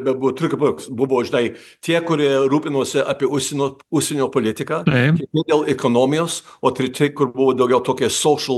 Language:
Lithuanian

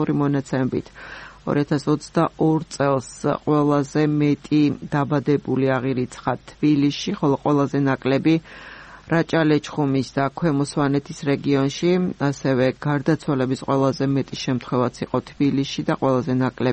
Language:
Georgian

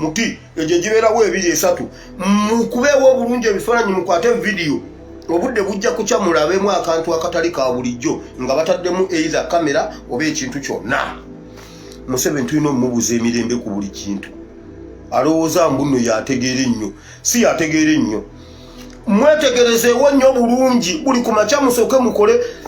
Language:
Ganda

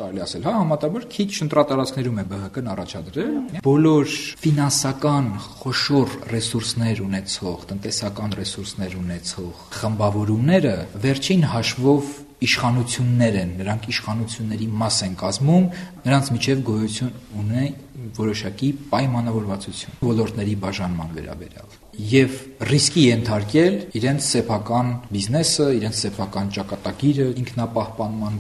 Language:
Armenian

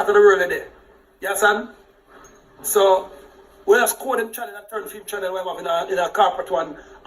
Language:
Jamaican Creole English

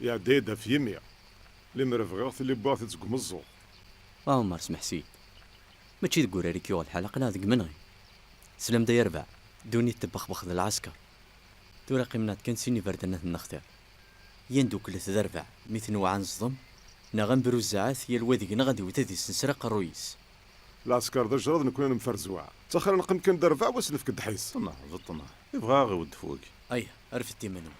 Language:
Kabyle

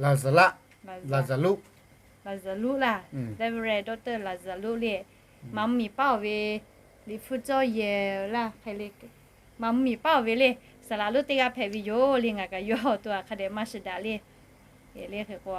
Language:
Lahu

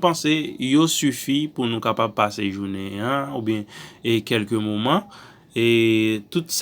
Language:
Haitian Creole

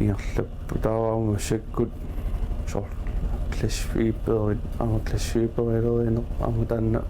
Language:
Kalaallisut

